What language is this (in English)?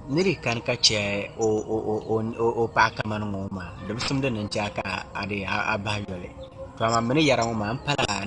Dagbani